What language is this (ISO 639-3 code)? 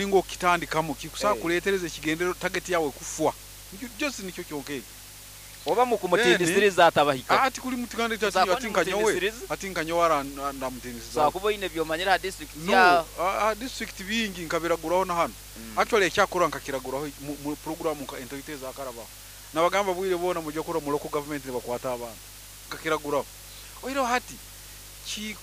nyo